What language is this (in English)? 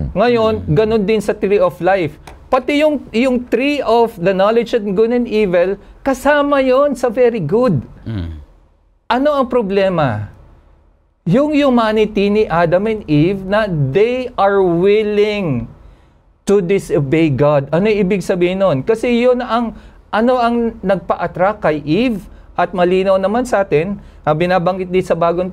Filipino